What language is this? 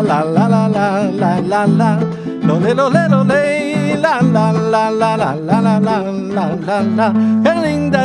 German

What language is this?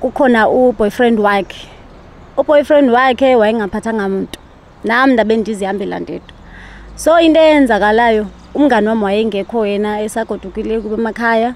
Zulu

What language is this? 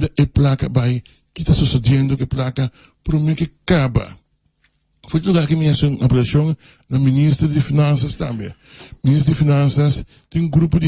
Papiamento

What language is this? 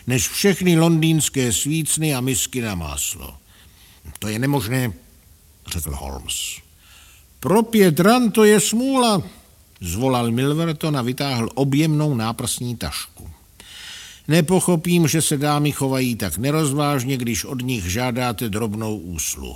Czech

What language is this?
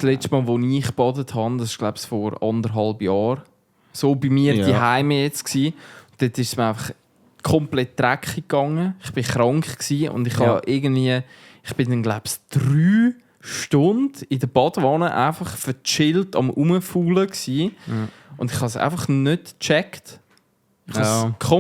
Swiss German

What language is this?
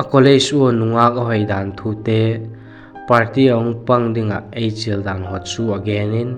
Vaiphei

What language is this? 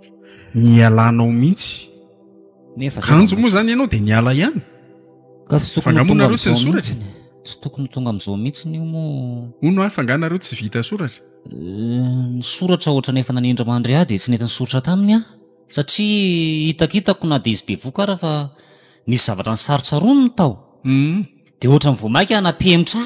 Malagasy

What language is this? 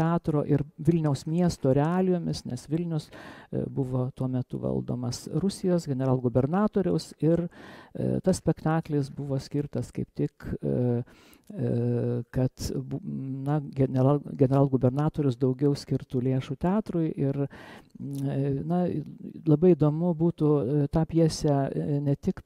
Lithuanian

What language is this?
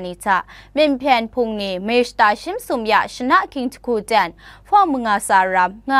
Kachin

